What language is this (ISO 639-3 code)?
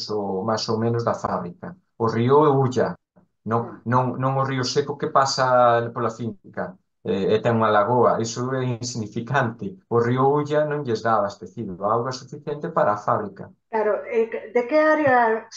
glg